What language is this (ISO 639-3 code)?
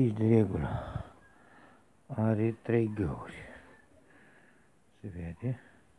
ron